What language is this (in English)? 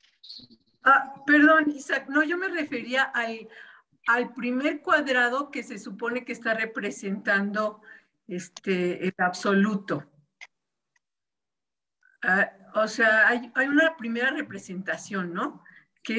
Spanish